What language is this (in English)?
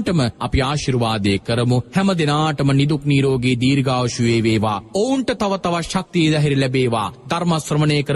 Sinhala